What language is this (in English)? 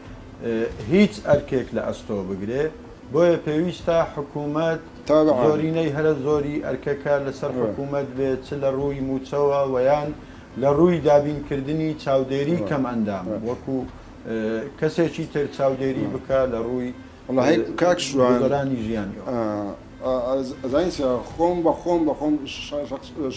Central Kurdish